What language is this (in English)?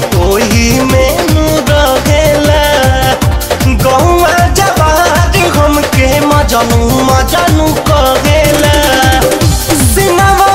Bhojpuri